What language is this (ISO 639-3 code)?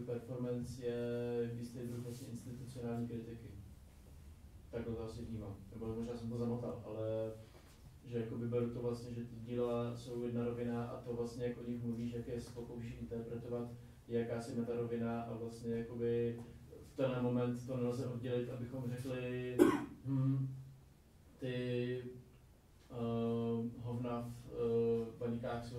ces